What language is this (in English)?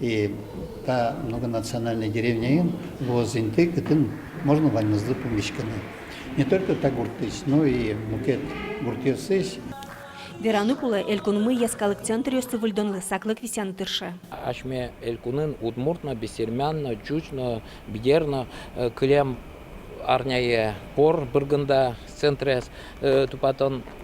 Udmurt